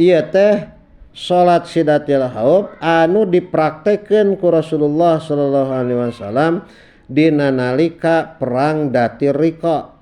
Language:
Sundanese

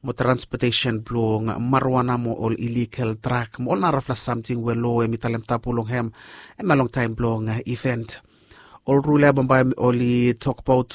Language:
Bislama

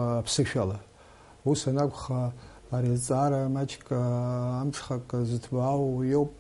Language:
Abkhazian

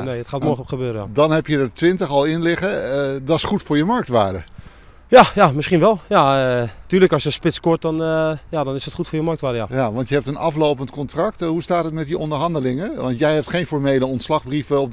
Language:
Dutch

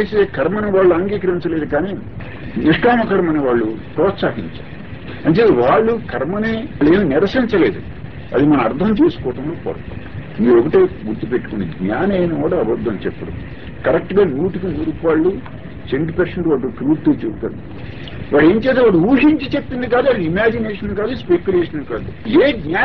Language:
Telugu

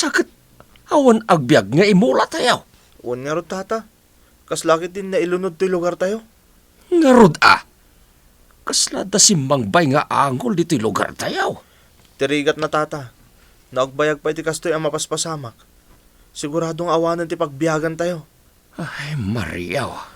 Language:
Iloko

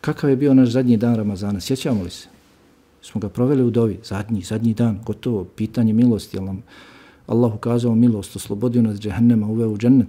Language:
Bosnian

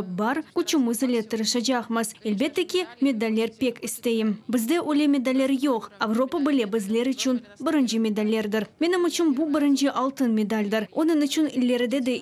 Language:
Crimean Tatar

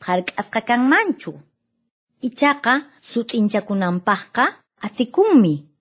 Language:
Quechua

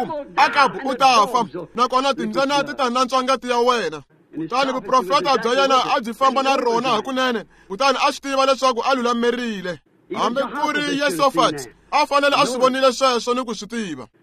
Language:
Tsonga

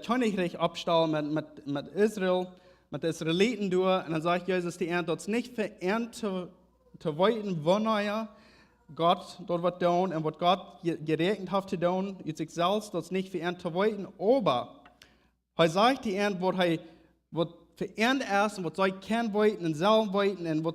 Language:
Plautdietsch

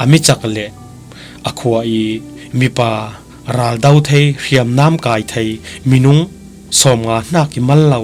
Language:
Falam Chin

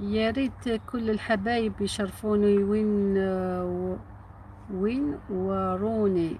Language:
Algerian Arabic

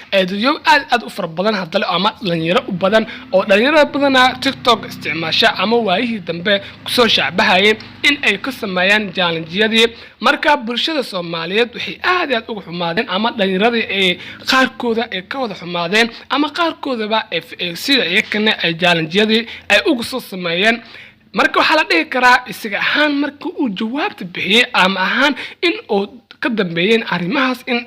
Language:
Somali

